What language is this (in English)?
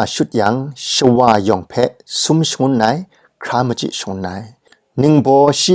Kachin